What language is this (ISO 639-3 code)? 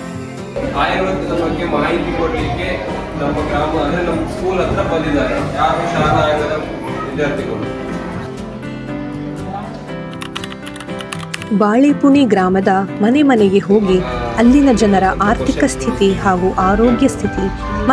kan